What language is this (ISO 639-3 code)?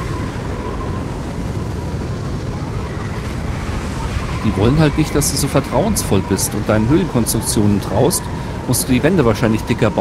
deu